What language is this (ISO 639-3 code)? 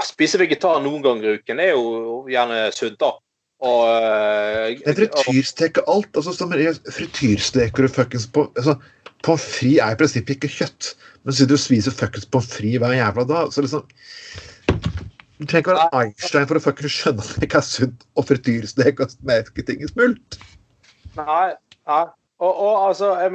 nor